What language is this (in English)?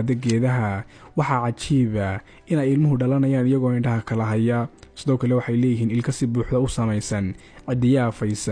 Somali